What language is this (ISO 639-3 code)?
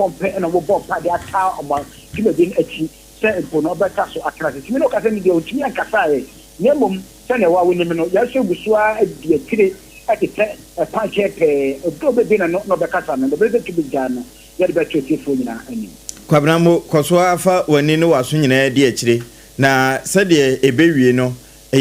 aka